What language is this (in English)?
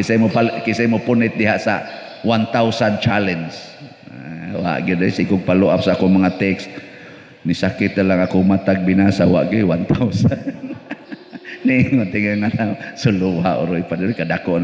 Cebuano